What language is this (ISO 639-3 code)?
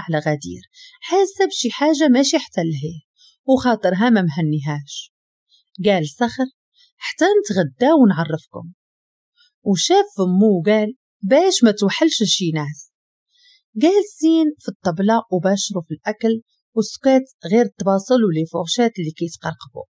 ary